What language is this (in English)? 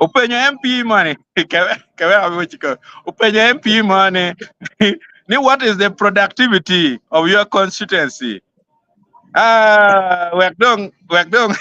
Acoli